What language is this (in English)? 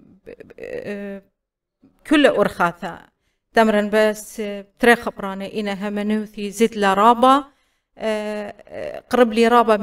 Assyrian Neo-Aramaic